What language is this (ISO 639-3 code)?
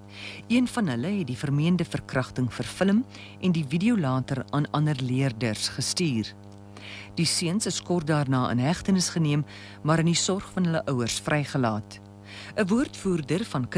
afr